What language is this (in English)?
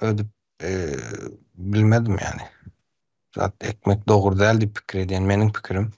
Turkmen